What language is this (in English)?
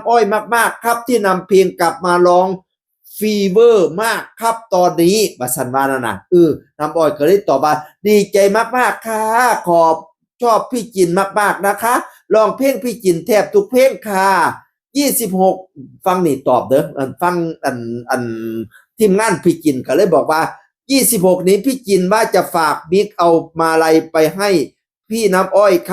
Northeastern Thai